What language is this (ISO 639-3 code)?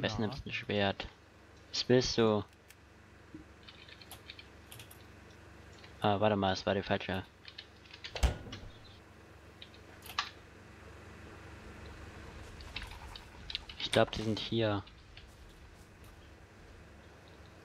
deu